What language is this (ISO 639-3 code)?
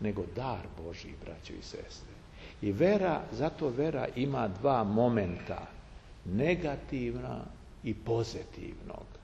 srp